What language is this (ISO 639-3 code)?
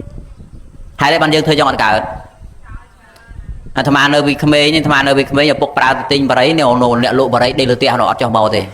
khm